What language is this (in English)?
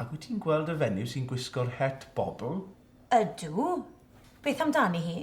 Welsh